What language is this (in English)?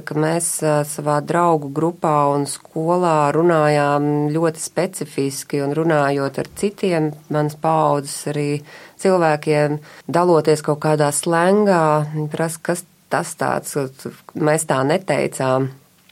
Latvian